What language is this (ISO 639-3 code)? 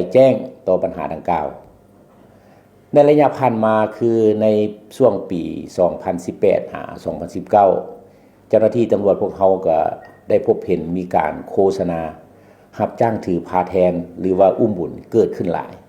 lao